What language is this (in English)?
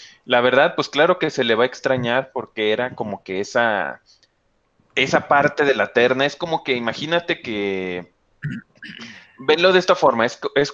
Spanish